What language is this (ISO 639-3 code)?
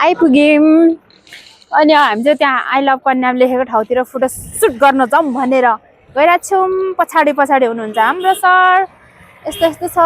nep